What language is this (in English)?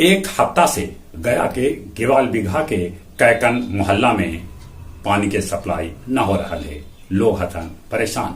Magahi